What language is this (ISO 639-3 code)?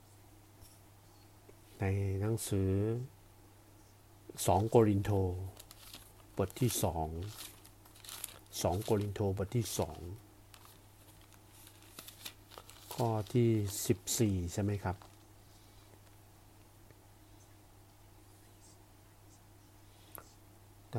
tha